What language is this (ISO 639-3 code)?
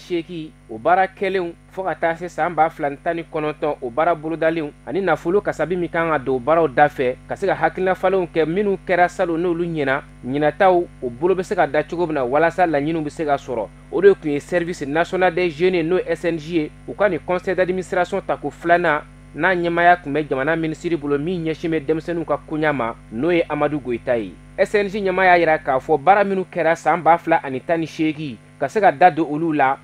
bam